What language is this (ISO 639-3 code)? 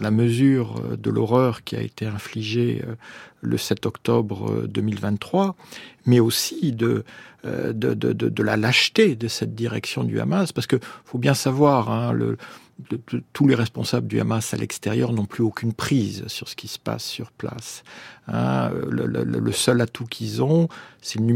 fra